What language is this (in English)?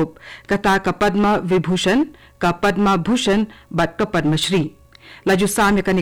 Khasi